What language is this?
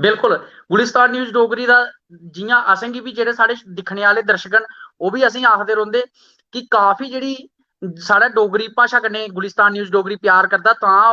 Dogri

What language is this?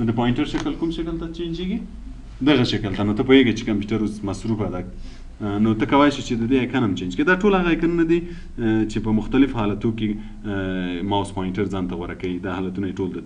Pashto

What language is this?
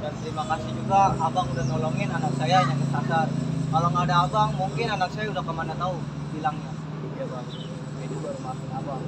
Betawi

